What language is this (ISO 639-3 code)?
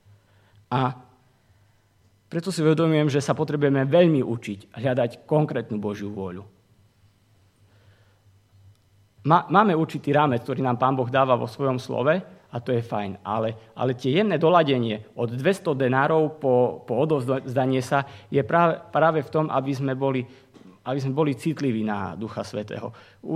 slk